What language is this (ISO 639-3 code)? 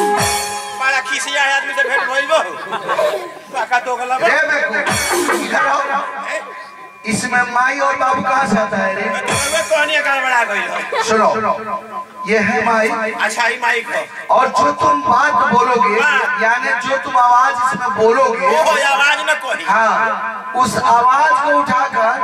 bho